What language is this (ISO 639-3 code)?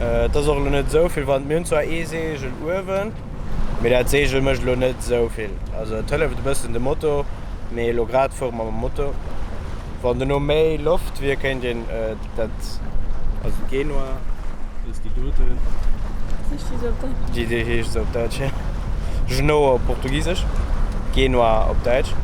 ltz